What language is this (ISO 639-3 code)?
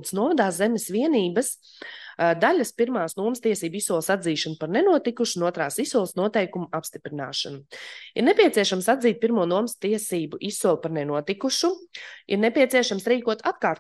lav